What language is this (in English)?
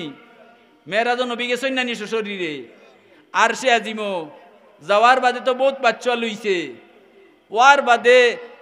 Sylheti